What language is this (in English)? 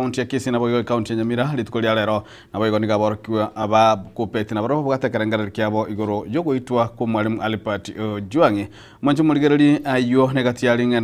Gusii